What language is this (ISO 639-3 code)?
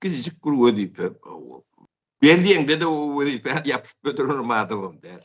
tuk